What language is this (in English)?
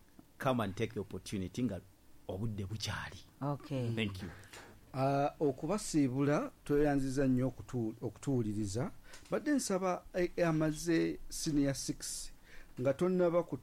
Ganda